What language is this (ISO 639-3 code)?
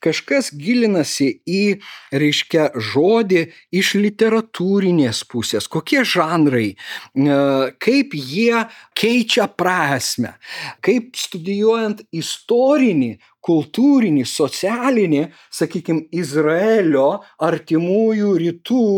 lit